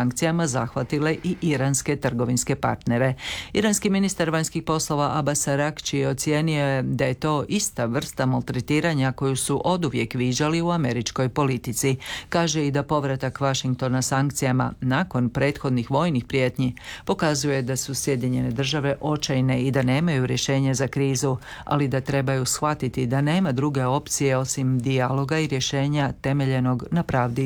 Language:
Croatian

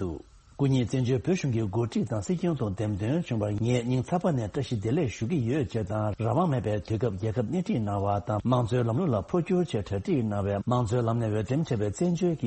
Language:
Tibetan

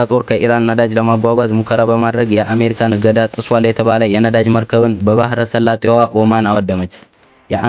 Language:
Amharic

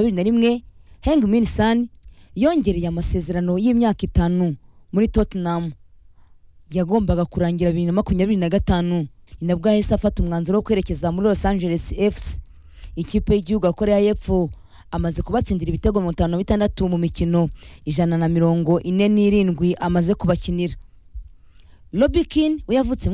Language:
Kinyarwanda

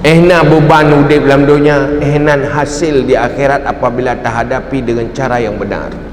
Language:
Achinese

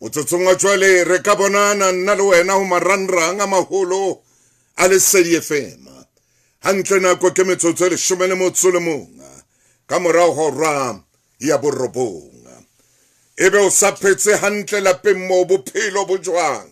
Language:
Southern Sotho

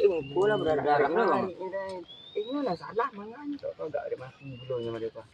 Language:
Minangkabau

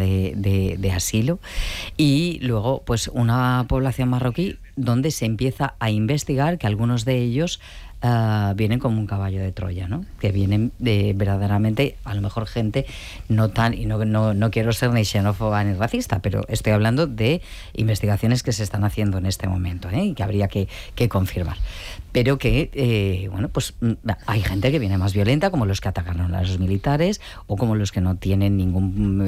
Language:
Spanish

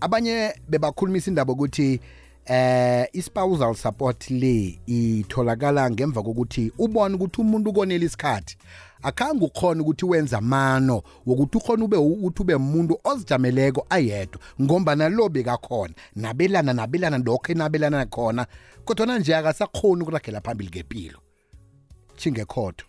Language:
South Ndebele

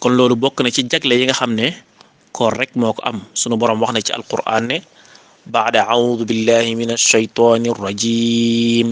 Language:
Wolof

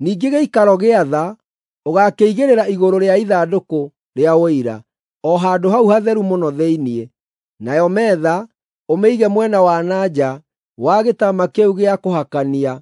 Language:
Kikuyu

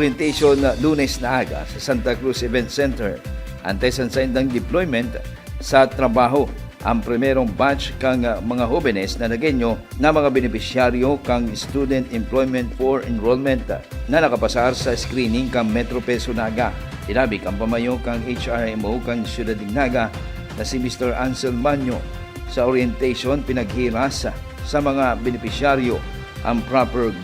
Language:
Bikol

